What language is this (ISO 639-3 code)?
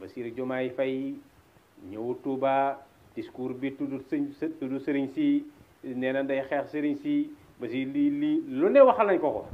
wol